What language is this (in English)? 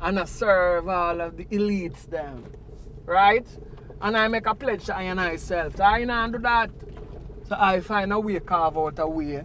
Jamaican Creole English